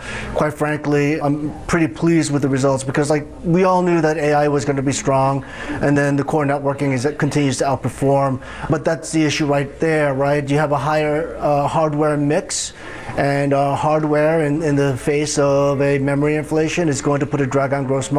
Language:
English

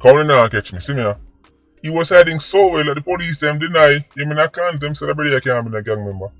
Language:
Jamaican Creole English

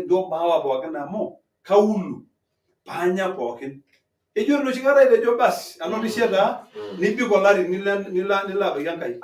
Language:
Masai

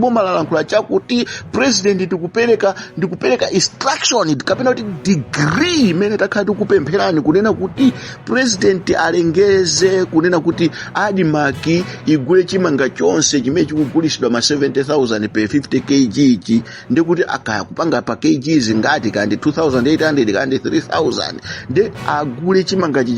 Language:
Nyanja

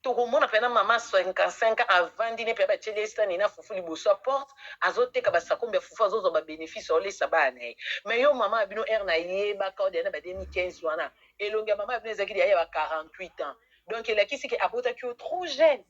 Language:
Lingala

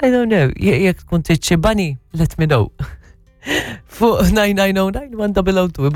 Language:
Maltese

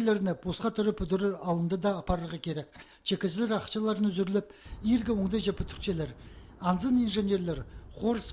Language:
Khakas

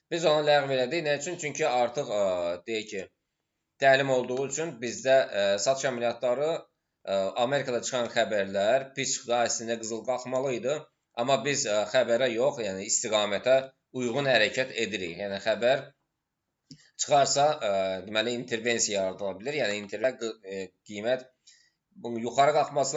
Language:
Azerbaijani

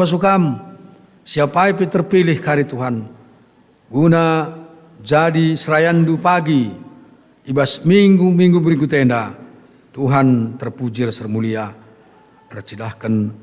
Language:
Batak Karo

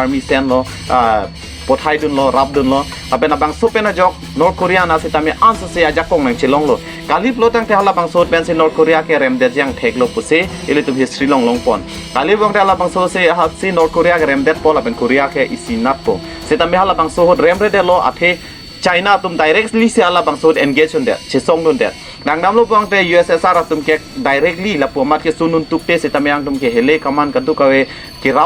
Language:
Karbi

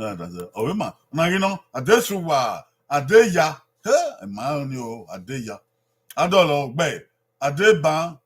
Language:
Bini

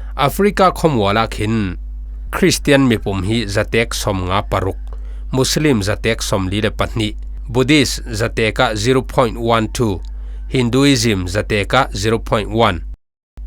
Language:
Falam Chin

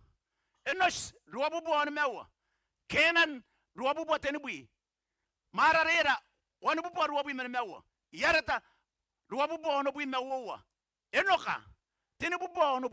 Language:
Gilbertese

